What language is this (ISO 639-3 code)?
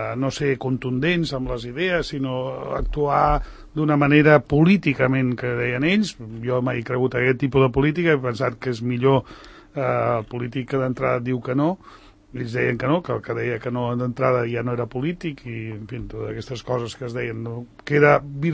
cat